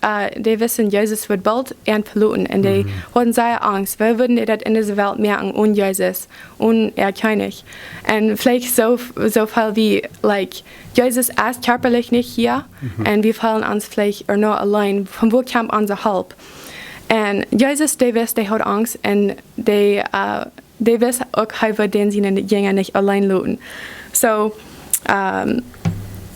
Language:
Plautdietsch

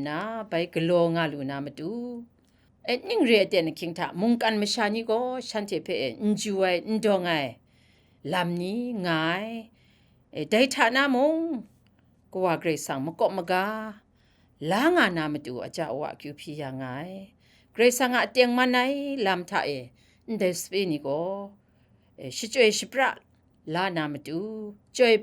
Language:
Kachin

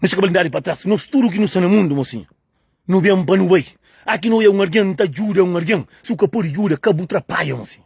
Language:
Kabuverdianu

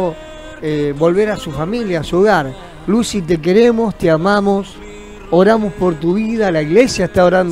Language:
Spanish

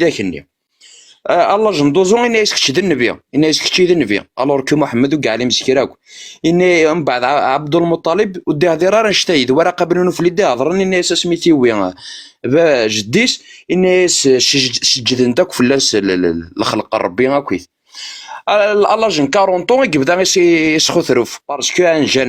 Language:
Kabyle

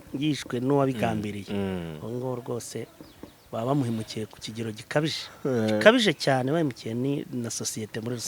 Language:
Kinyarwanda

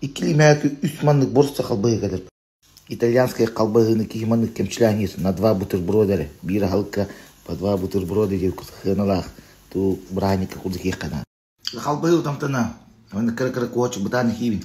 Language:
Yakut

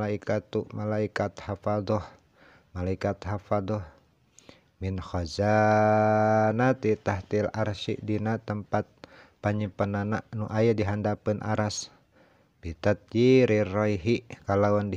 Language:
Sundanese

